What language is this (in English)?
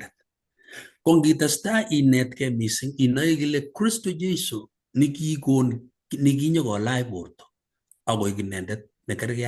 Kalenjin